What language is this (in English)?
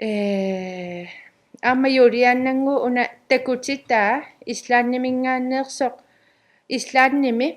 Kalaallisut